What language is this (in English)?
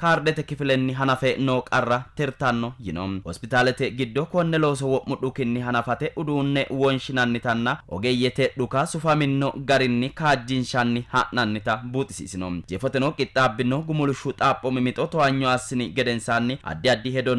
Sidamo